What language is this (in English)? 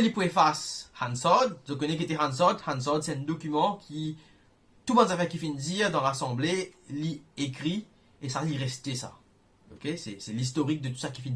Morisyen